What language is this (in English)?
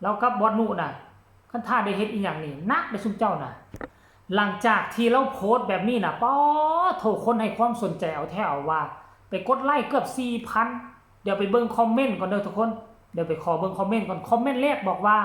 Lao